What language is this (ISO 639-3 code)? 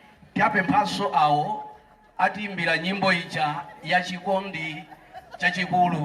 nya